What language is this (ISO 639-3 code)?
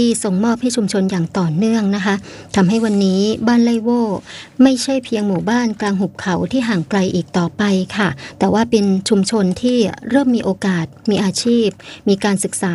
tha